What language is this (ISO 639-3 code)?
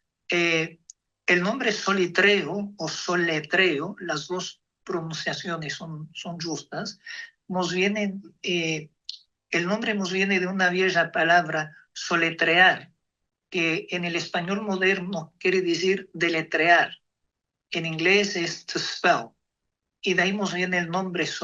lad